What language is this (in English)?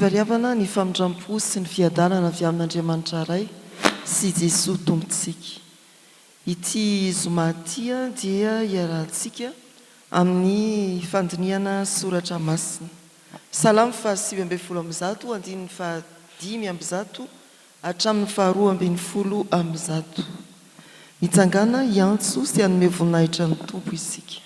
Malagasy